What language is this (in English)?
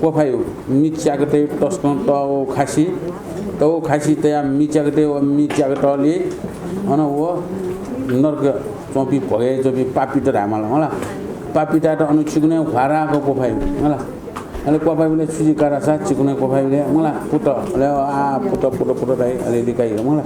Newari